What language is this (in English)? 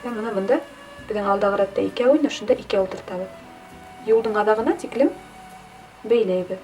Bashkir